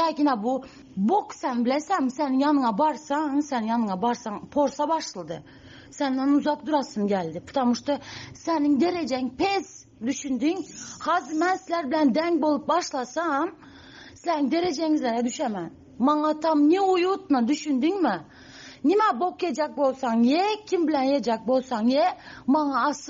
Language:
Turkmen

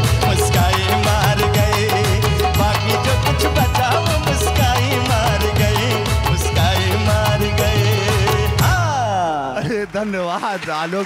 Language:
Bhojpuri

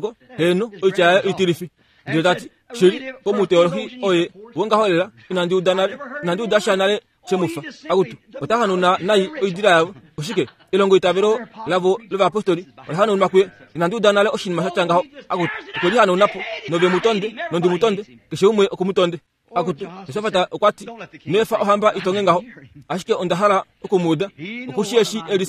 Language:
Kuanyama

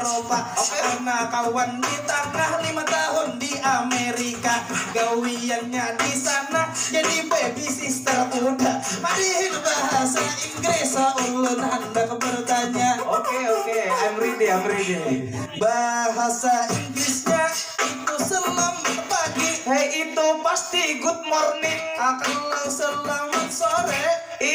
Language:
Banjar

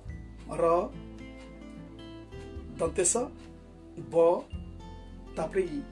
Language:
Odia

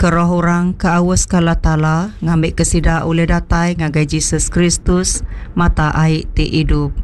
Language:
Iban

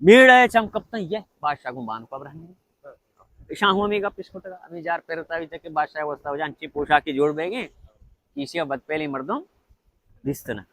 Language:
Baluchi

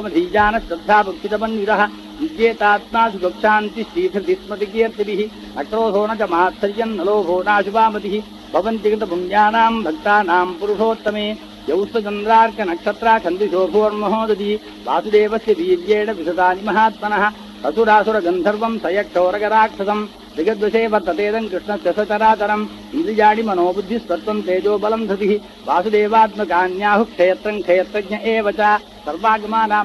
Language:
Sanskrit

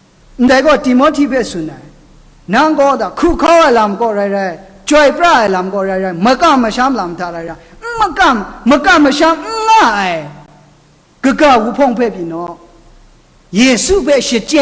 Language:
Kachin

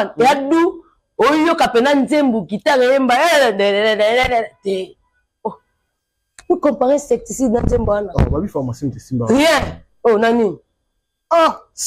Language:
Lingala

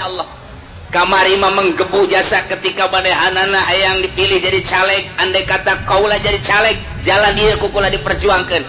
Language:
Sundanese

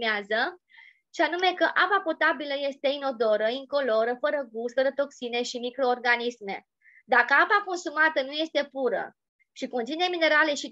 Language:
Romanian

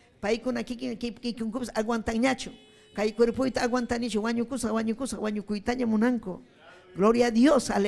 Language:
Ayacucho Quechua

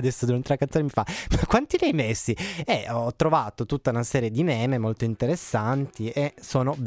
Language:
Italian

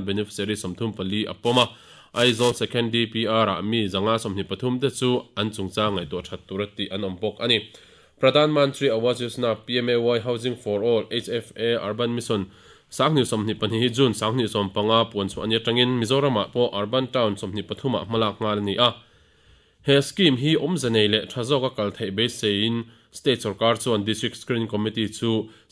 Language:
Mizo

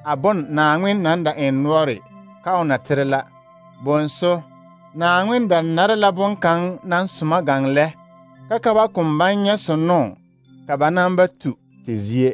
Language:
Southern Dagaare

